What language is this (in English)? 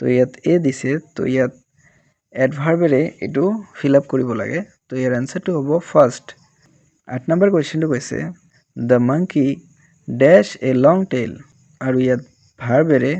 Assamese